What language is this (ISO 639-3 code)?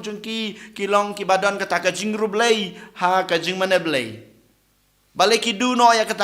kha